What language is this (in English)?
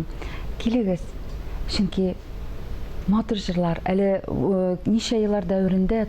Tatar